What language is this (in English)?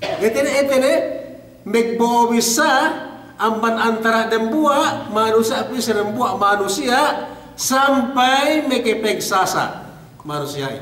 Yakan